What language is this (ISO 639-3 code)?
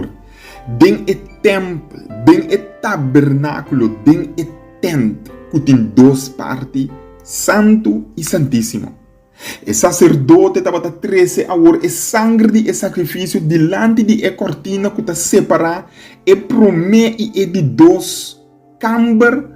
pap